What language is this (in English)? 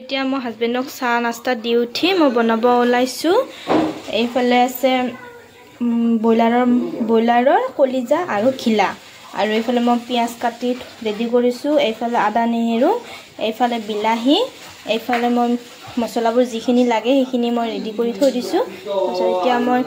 Assamese